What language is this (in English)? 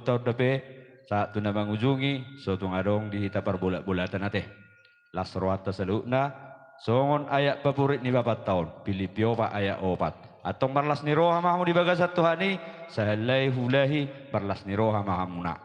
Batak Toba